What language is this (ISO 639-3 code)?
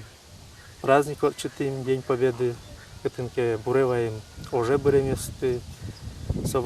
udm